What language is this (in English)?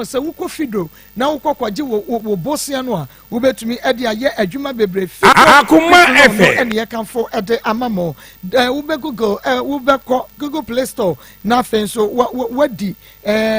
Akan